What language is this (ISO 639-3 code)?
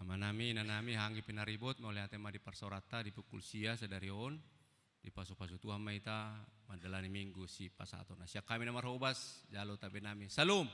bbc